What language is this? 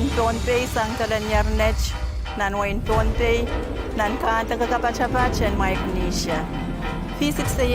Pohnpeian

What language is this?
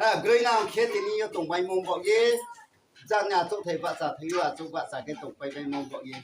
Riang (India)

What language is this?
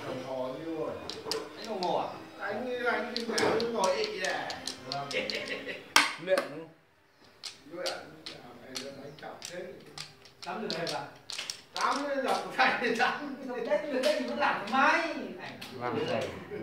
Vietnamese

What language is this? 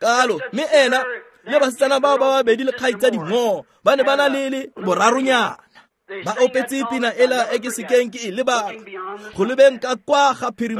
Tswana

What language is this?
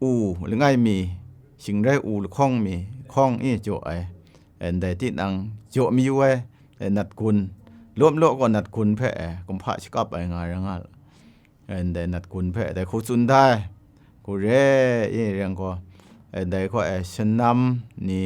Kachin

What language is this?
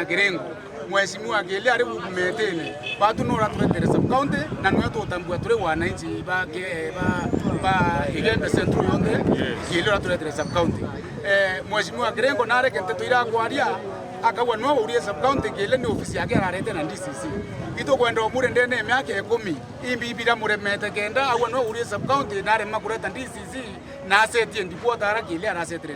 Meru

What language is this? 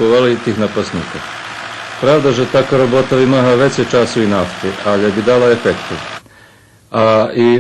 Rusyn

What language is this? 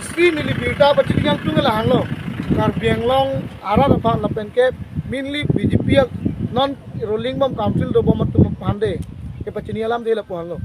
Karbi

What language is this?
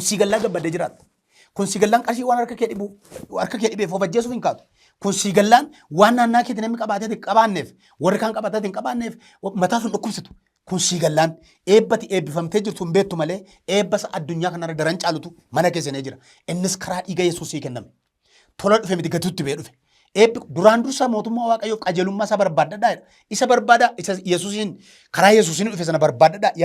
Oromo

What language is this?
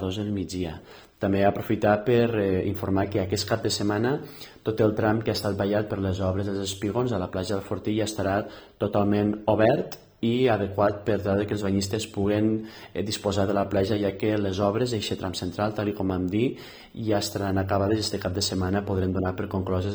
Catalan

